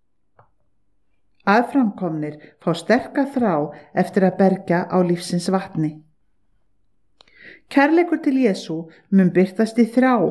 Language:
Icelandic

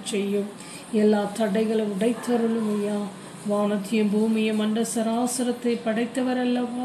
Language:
Tamil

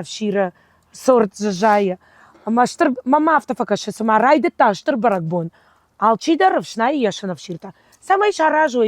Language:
Ossetic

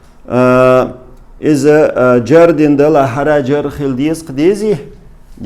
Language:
Chechen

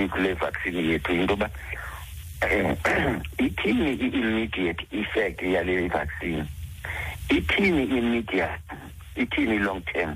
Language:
Xhosa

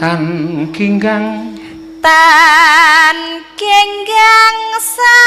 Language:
Javanese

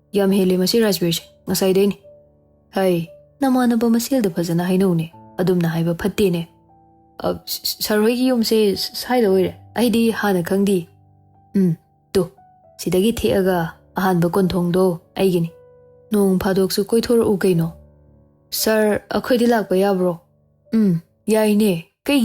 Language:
Manipuri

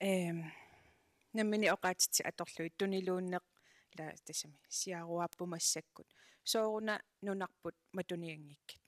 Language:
Kalaallisut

